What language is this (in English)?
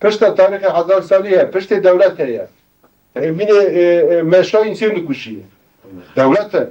Kurdish